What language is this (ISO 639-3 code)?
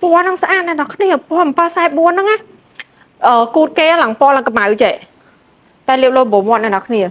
khm